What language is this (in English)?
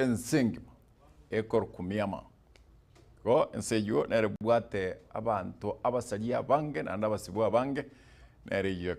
Gusii